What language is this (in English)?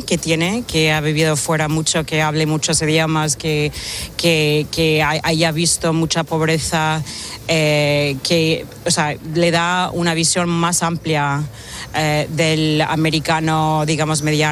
Spanish